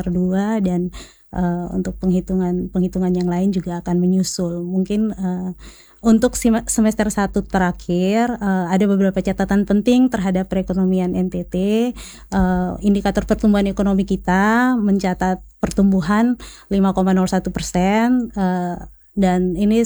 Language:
Indonesian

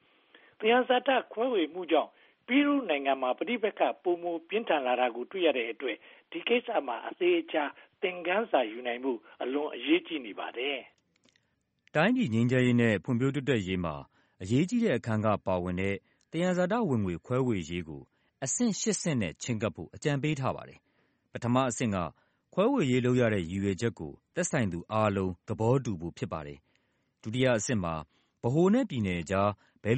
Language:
Burmese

